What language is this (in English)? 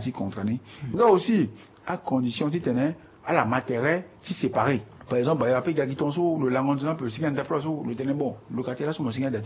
Sango